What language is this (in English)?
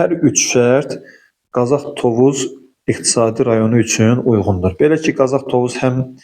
Azerbaijani